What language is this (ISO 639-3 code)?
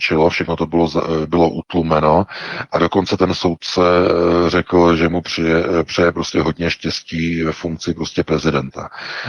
ces